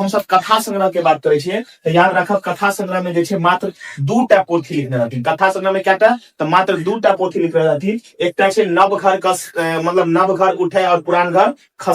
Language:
Maithili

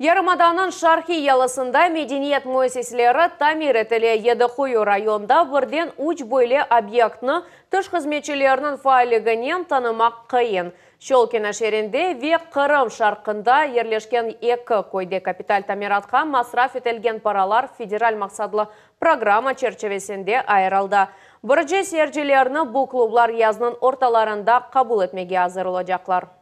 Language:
Crimean Tatar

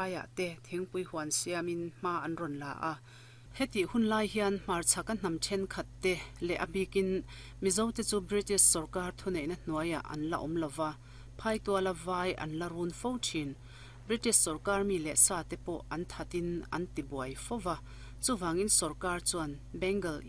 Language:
Mizo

